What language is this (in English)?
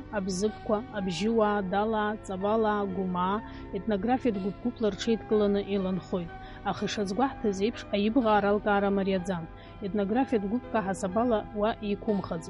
Abkhazian